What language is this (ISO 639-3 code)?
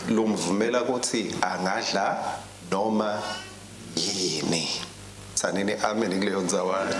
ssw